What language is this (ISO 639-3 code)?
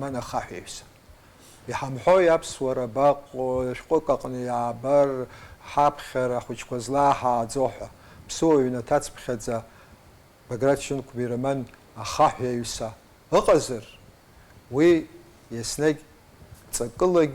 abk